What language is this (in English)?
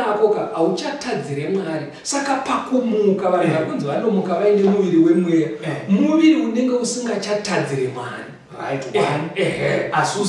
Shona